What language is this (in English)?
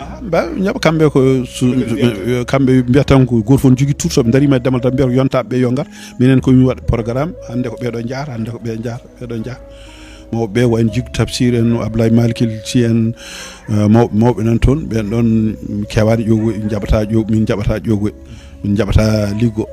Fula